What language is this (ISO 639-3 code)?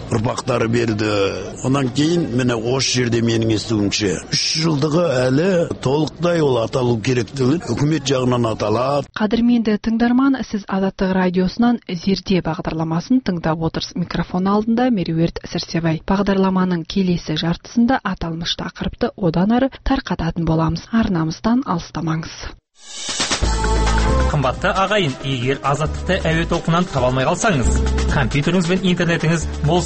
kaz